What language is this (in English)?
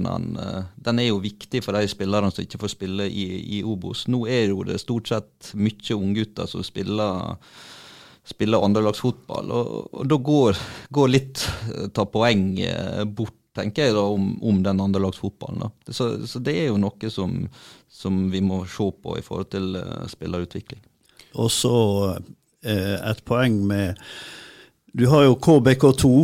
Norwegian